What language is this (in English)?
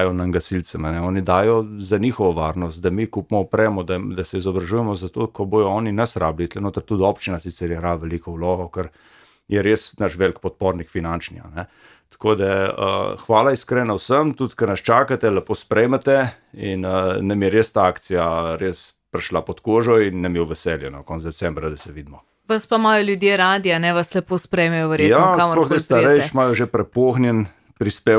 Slovenian